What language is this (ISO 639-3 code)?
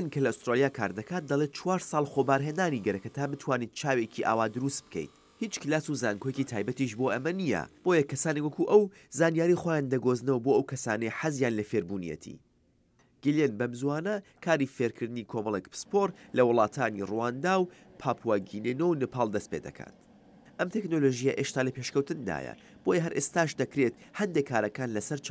ckb